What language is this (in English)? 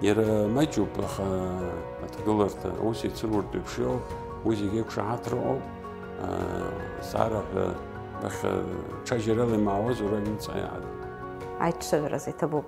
Abkhazian